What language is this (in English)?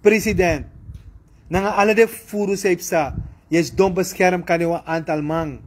Sranan Tongo